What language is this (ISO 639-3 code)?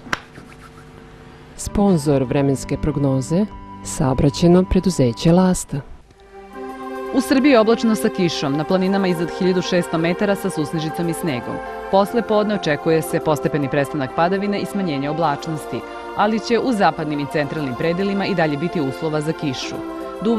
srp